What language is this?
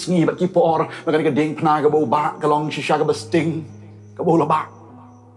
Khasi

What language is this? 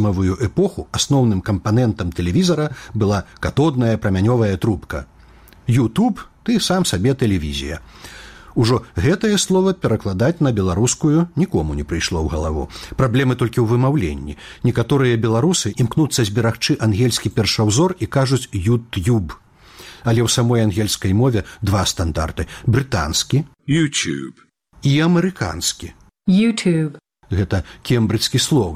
Belarusian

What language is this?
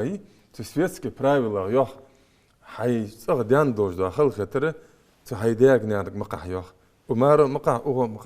Ingush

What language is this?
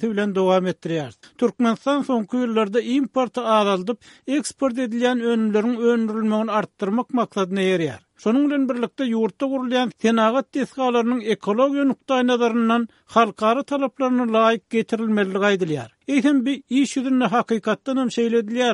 Turkmen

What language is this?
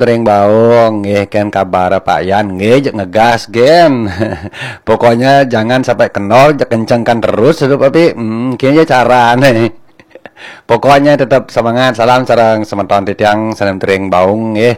Balinese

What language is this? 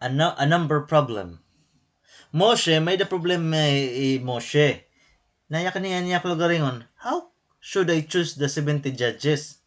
Waray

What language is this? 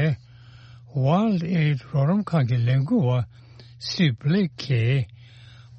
Tibetan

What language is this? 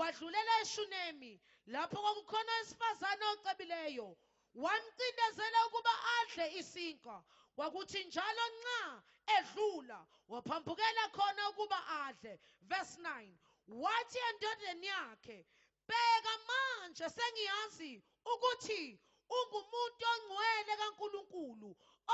Zulu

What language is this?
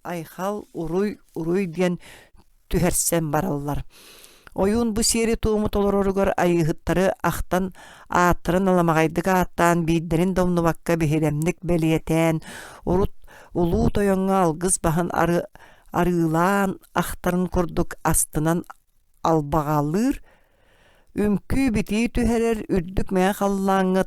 Yakut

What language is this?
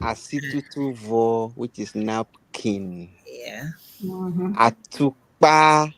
Ewe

